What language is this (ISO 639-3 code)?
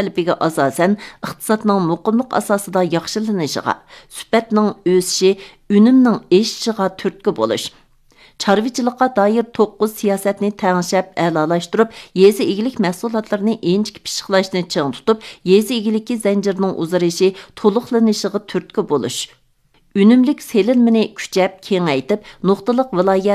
uig